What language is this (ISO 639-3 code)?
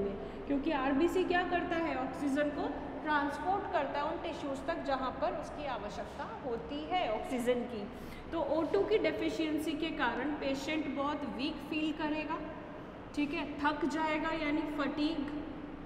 hin